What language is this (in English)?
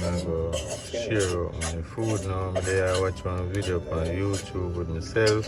Jamaican Creole English